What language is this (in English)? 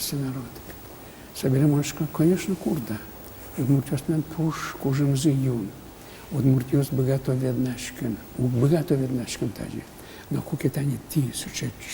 Udmurt